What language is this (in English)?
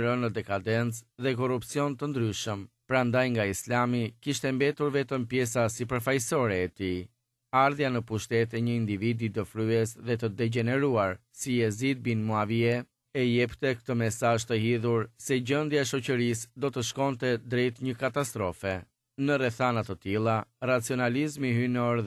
Albanian